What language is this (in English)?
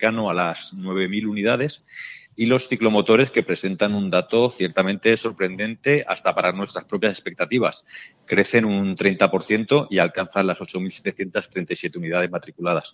Spanish